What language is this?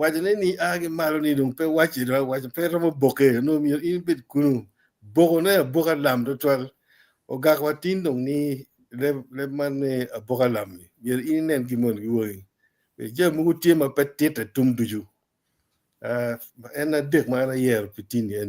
Acoli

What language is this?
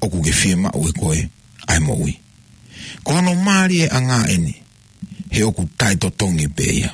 Tongan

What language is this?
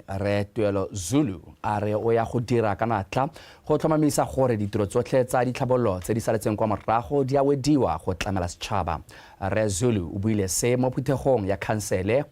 Tswana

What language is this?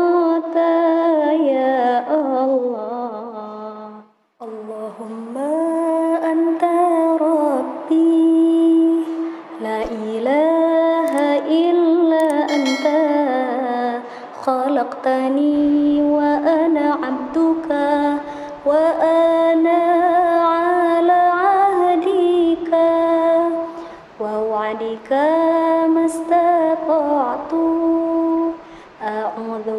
Arabic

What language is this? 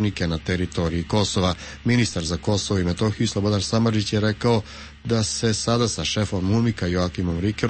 Serbian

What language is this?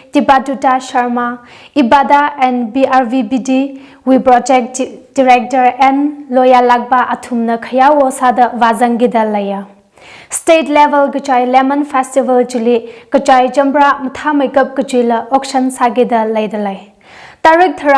Tangkhul Naga (India)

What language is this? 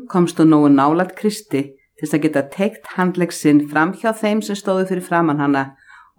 Icelandic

